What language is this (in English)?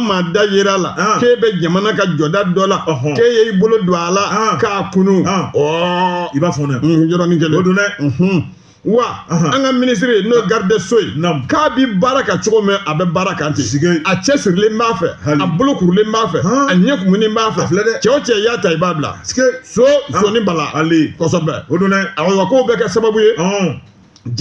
Bambara